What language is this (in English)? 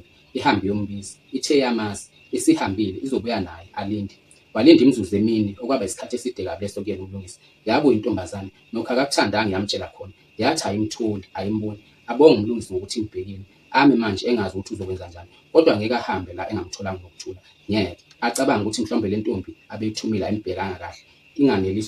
Zulu